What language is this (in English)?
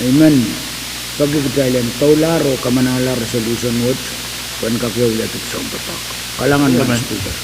Pohnpeian